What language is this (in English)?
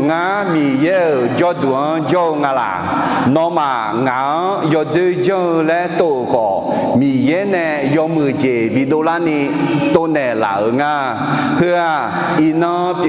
Akha